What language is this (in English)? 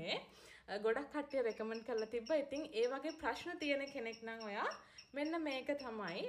Sinhala